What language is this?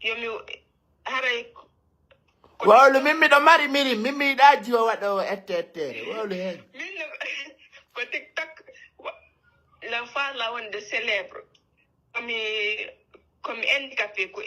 Pular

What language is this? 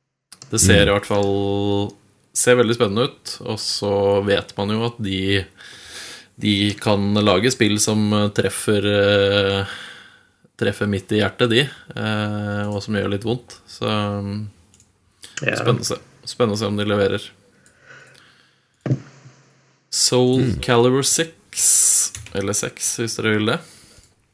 Norwegian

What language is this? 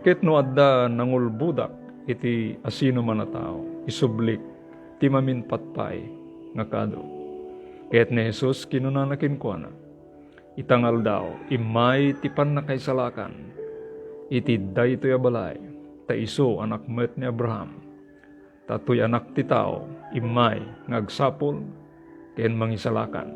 Iloko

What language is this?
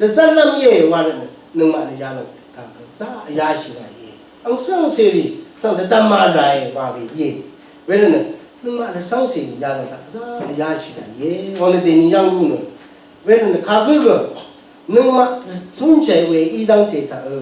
Rawang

